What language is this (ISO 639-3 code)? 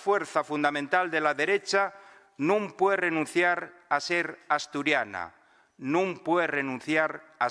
ast